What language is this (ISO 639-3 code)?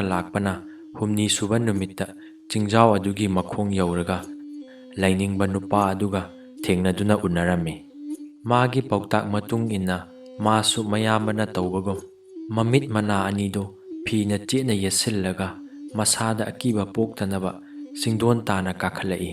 mni